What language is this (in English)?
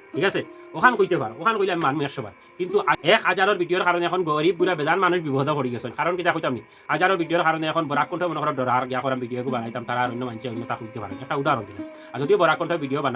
Sylheti